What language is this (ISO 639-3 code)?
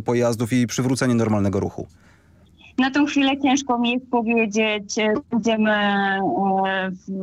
pol